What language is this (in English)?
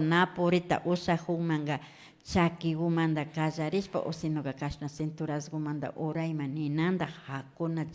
Imbabura Highland Quichua